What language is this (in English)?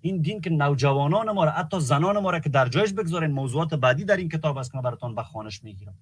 Persian